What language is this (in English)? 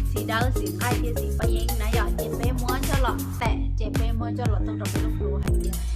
Hmong